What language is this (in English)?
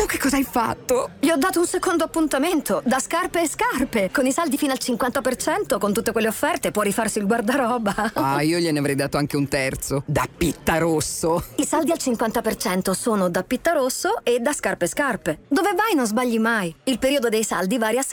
Italian